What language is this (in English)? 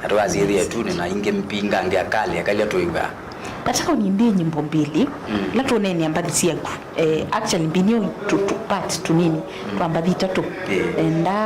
Kamba